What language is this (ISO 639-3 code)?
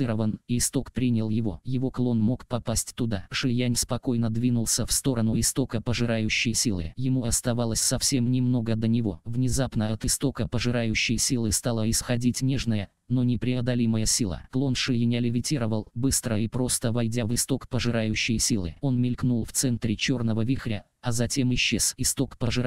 rus